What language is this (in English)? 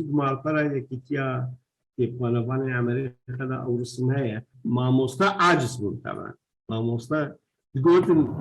Kurdish